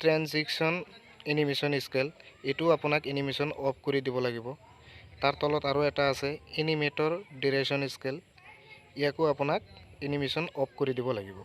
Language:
Assamese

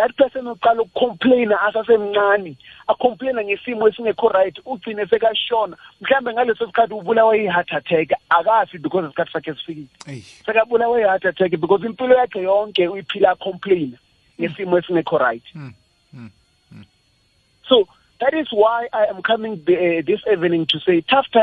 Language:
South Ndebele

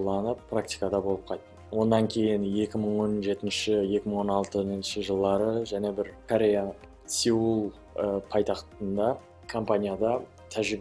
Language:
Kara-Kalpak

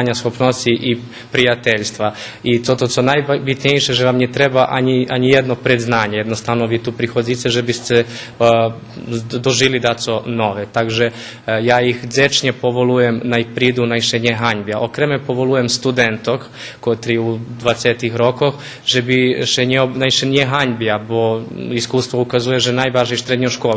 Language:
Rusyn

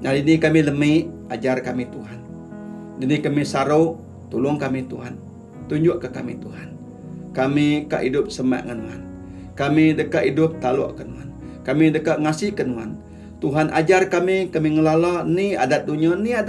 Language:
Iban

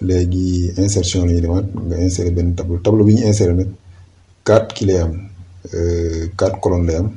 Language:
Wolof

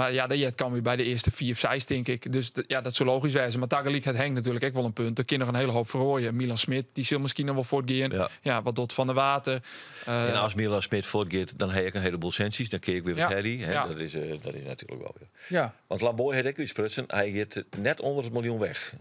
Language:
Western Frisian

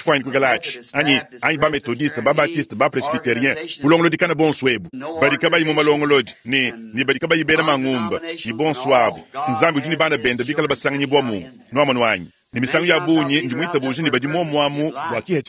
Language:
Luba-Lulua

